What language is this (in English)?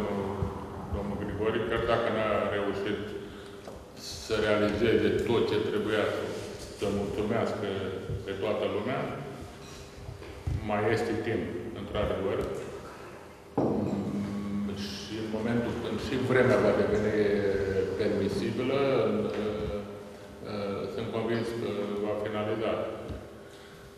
Romanian